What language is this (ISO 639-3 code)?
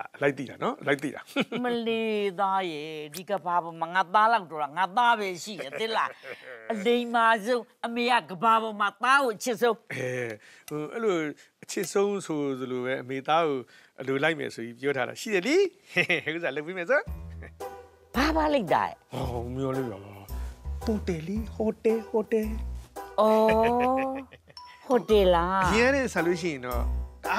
mya